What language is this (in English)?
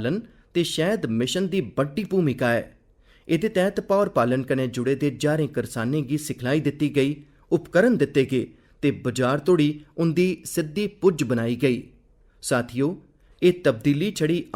Dogri